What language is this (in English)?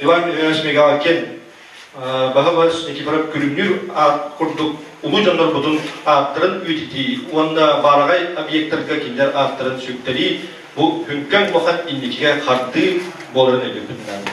Yakut